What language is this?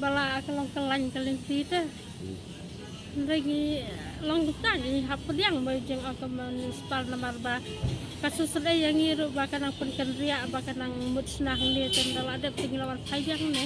Khasi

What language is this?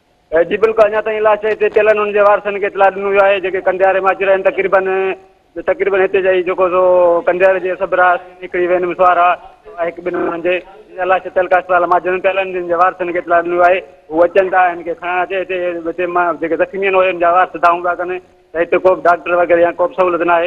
Sindhi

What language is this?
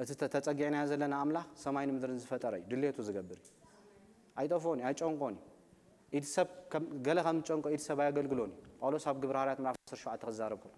Tigrinya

